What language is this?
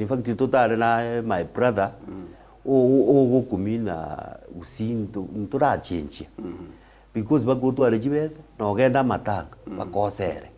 Gusii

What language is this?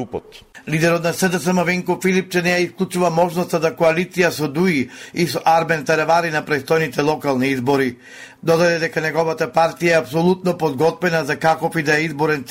Macedonian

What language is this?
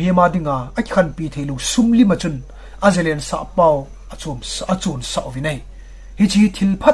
Thado Chin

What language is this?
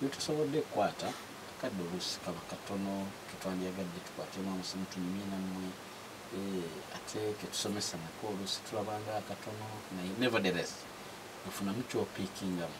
Ganda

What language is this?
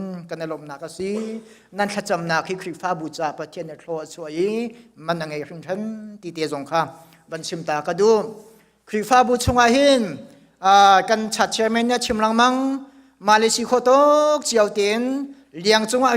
Hakha Chin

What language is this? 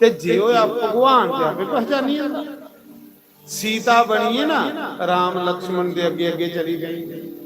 Dogri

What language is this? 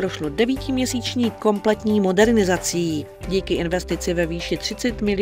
Czech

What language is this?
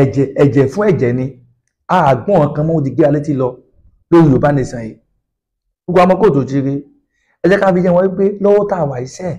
Yoruba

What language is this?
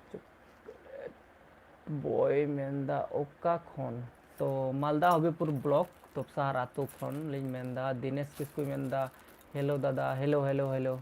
Santali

